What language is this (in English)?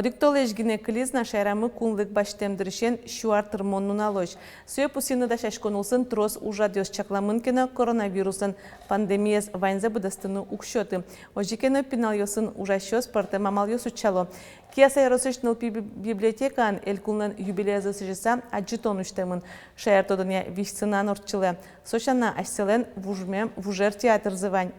Udmurt